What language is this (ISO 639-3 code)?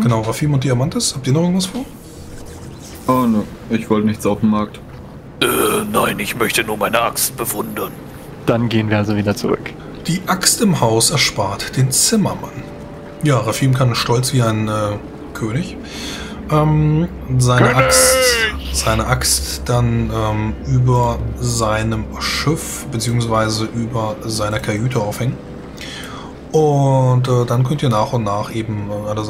deu